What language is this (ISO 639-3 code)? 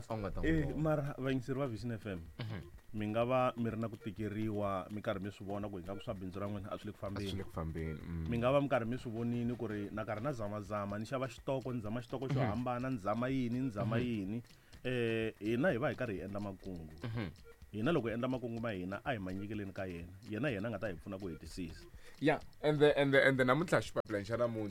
tso